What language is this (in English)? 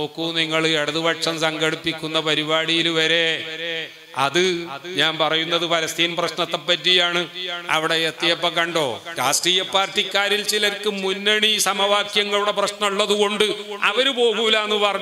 Malayalam